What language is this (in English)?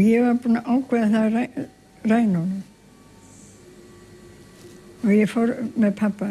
Icelandic